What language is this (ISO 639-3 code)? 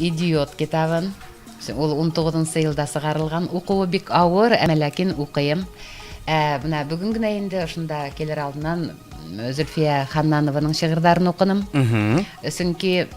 bak